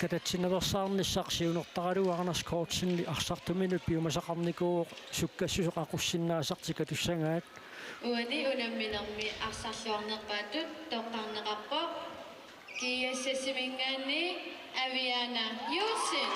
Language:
Kalaallisut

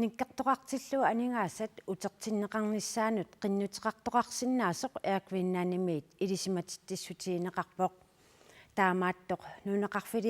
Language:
Kalaallisut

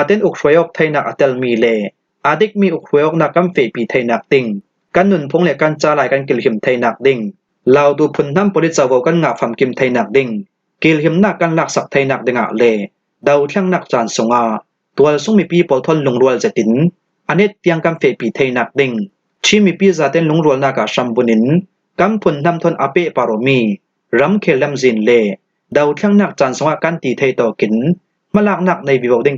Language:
Falam Chin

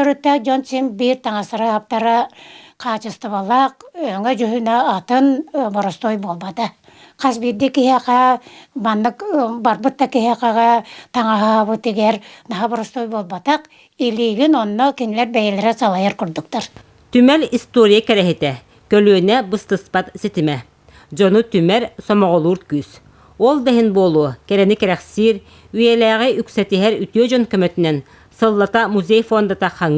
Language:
Yakut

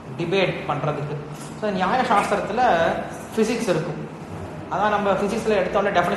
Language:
Tamil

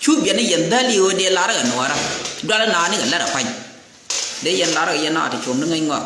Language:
Nuer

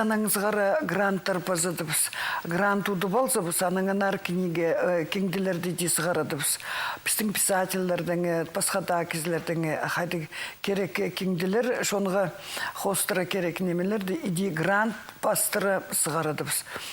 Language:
Khakas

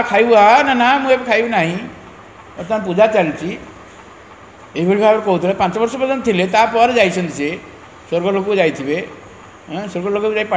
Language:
Odia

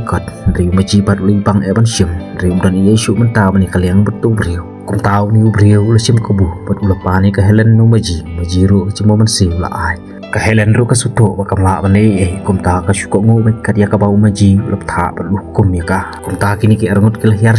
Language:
Khasi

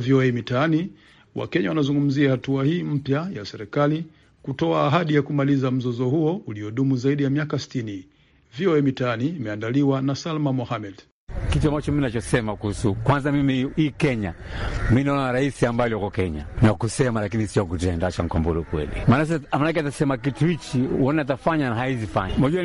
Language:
Swahili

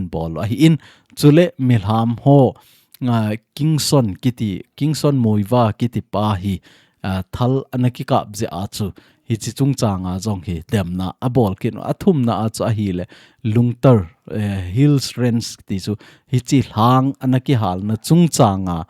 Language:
Thado Chin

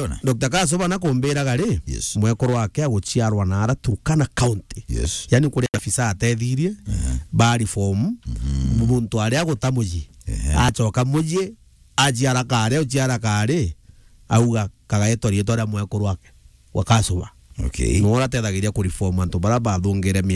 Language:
Meru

